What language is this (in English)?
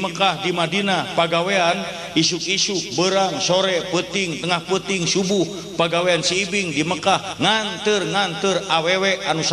Sundanese